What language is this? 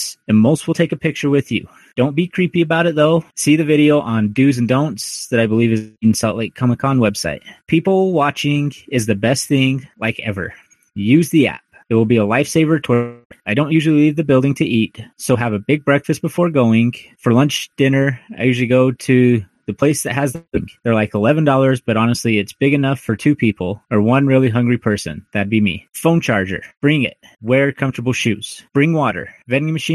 English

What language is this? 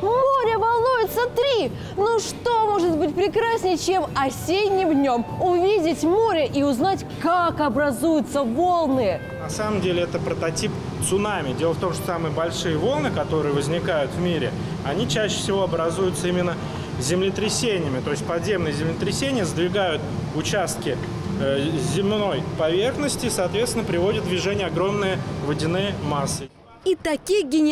Russian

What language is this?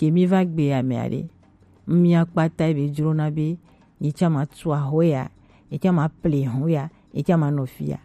Gen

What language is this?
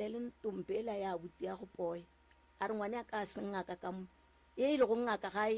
Northern Sotho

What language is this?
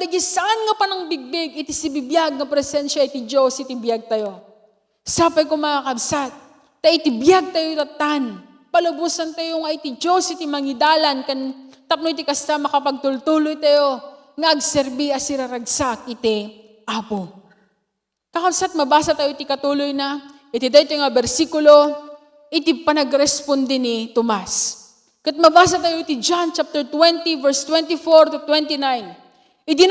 Iloko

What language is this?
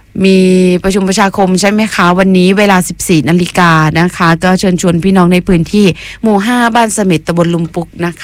Thai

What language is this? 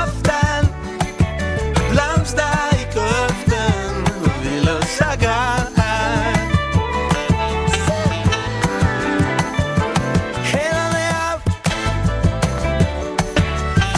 Danish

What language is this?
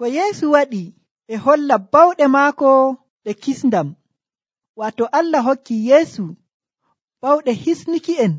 Nigerian Fulfulde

